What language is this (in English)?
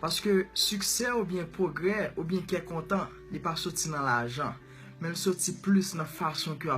Haitian Creole